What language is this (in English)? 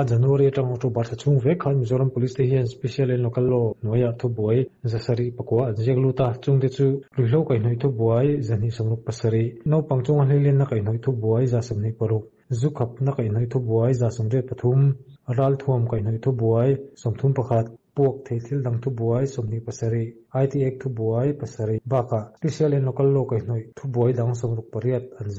Mizo